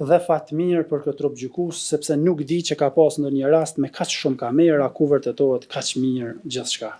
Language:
Albanian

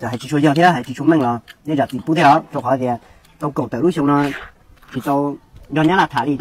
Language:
Hmong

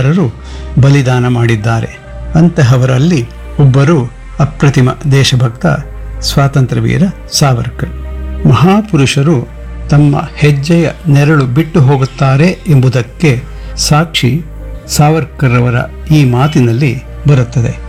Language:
Kannada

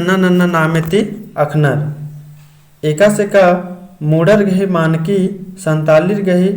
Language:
Kurukh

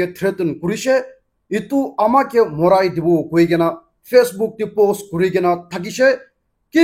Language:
Naga Pidgin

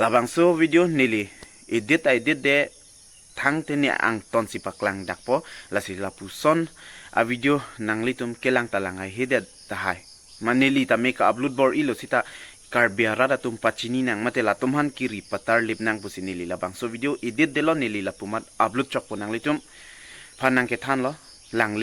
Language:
Karbi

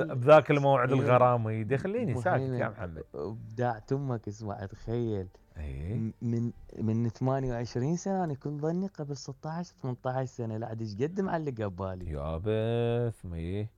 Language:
Mesopotamian Arabic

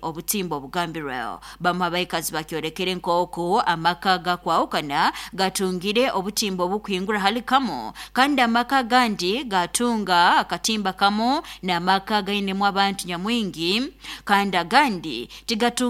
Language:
Nyoro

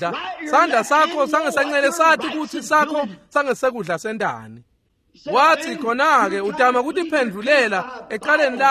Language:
Swati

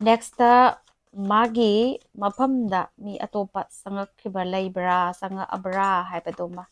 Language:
Manipuri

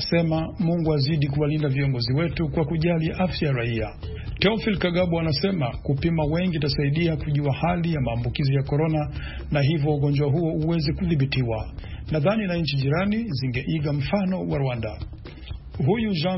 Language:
Swahili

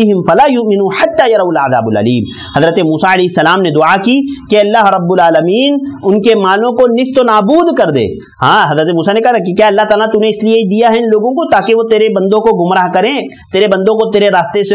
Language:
Urdu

